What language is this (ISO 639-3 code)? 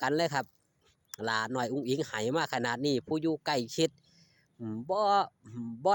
lao